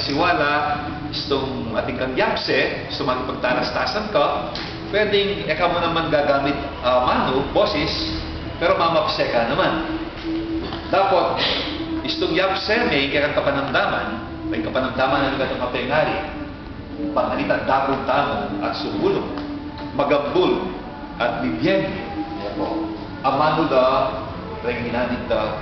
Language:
Pampanga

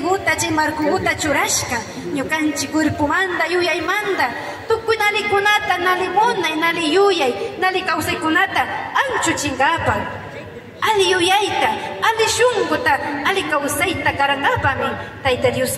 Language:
Imbabura Highland Quichua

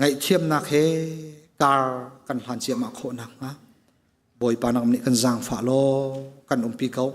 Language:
Hakha Chin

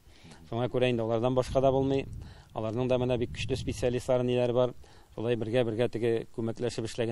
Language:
Tatar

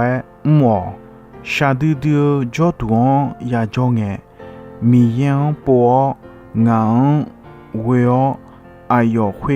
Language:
Akha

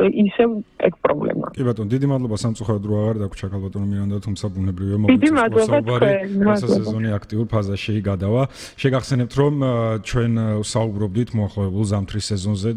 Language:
Georgian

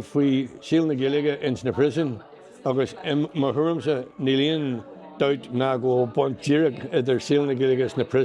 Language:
Irish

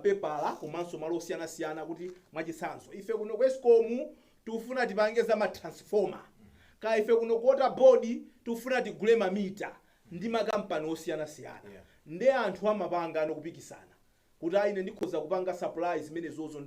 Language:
Nyanja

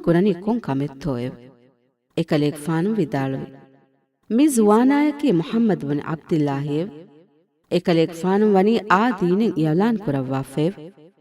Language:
Divehi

